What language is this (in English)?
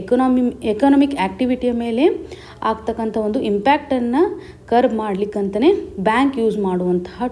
Kannada